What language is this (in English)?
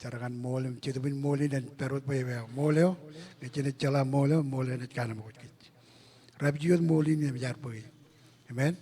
Marshallese